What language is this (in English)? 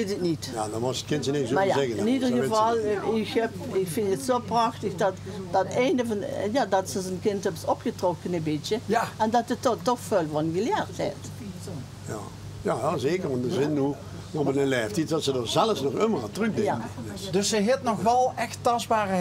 Limburgish